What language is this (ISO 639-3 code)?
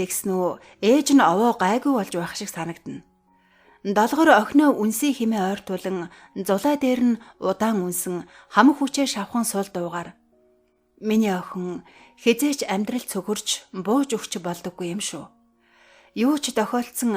mon